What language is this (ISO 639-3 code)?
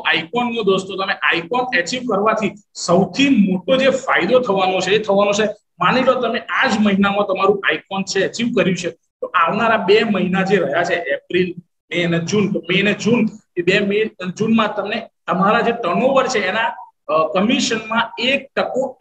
guj